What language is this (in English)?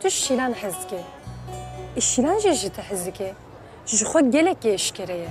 Kurdish